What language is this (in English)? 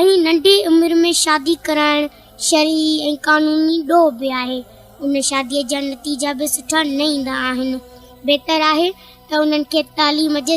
Sindhi